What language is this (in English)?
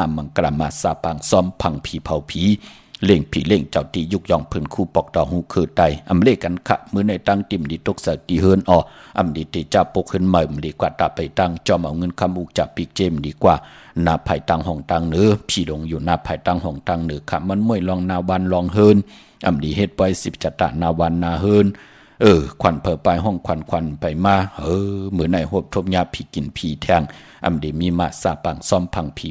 Shan